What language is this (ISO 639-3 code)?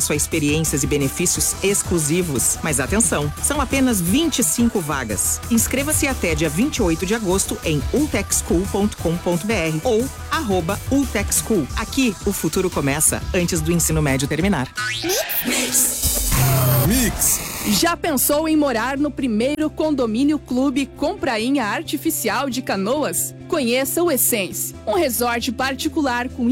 por